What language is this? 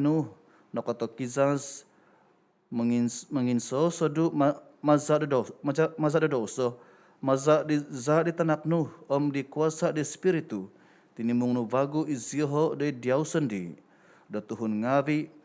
Central Dusun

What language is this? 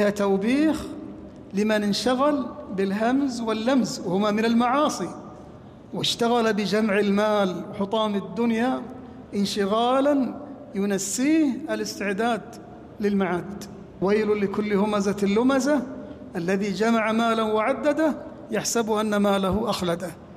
Arabic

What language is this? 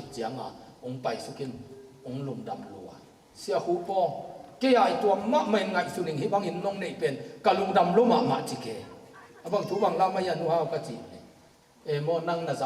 Tedim Chin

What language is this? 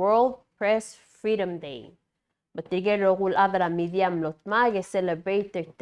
Palauan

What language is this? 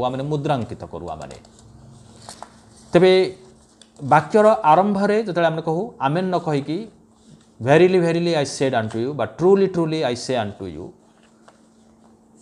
Odia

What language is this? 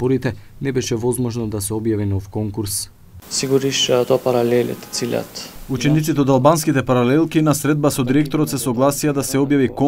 Macedonian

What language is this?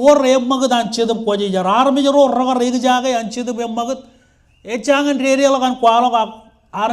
Marshallese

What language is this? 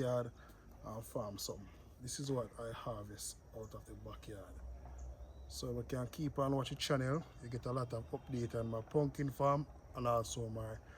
Jamaican Creole English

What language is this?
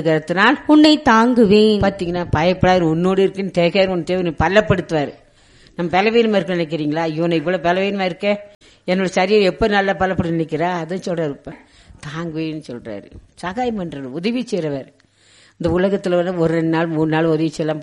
Tamil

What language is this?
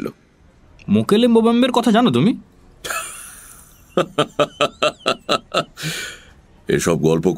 Bangla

